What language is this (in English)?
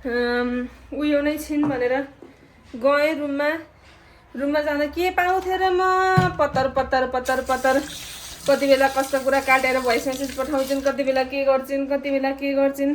Nepali